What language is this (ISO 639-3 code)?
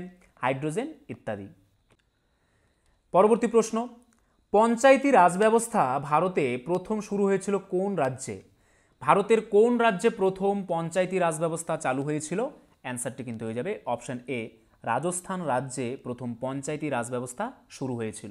ben